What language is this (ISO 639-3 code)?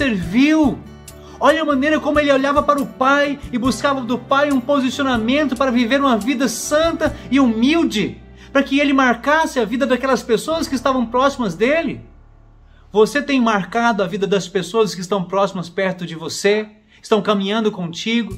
por